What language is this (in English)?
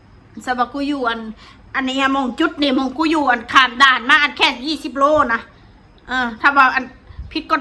Northeastern Thai